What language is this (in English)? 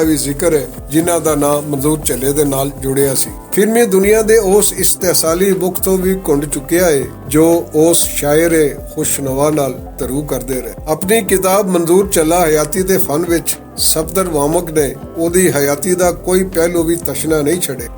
Western Panjabi